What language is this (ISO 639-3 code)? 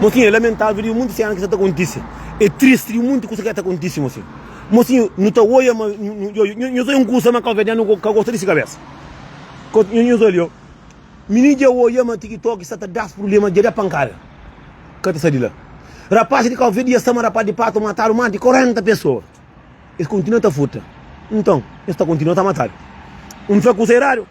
kea